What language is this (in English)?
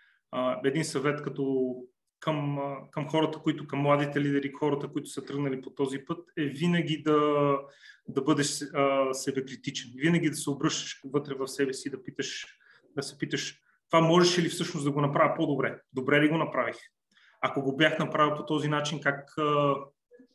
Bulgarian